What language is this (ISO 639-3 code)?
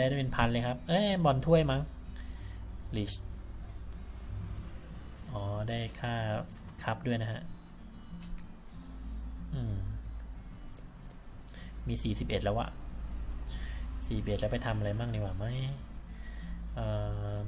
tha